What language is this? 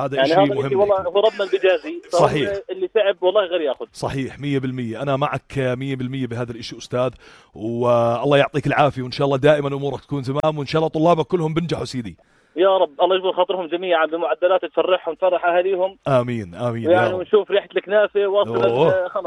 North Levantine Arabic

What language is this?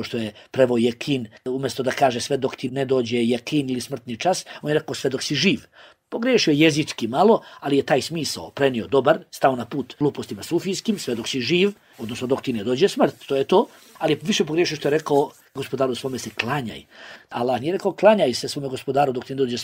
Bosnian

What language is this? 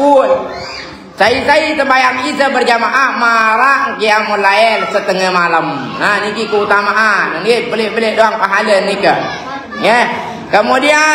Sasak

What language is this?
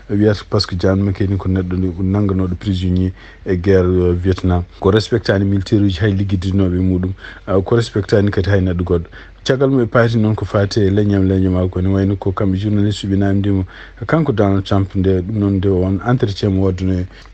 Fula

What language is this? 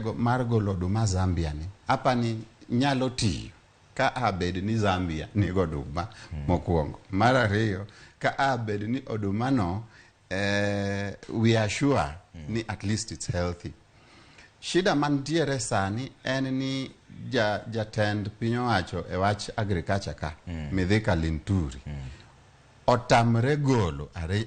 Luo (Kenya and Tanzania)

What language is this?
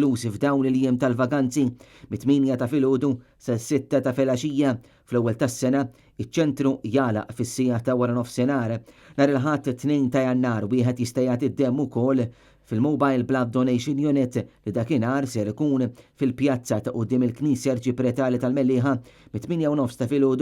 Maltese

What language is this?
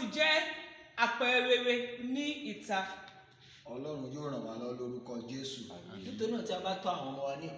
Yoruba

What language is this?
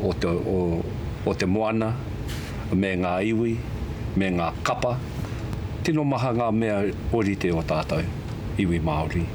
Māori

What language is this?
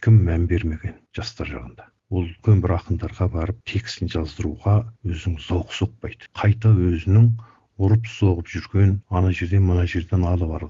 Kazakh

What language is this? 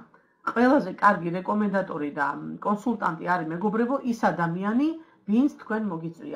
Georgian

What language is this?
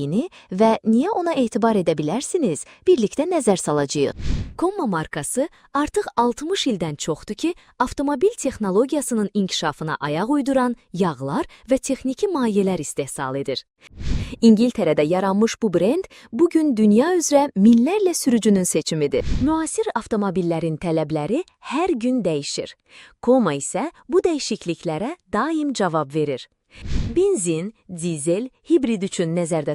Azerbaijani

